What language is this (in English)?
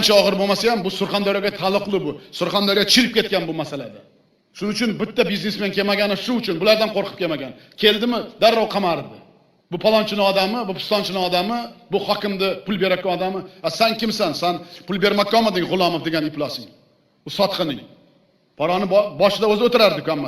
Uzbek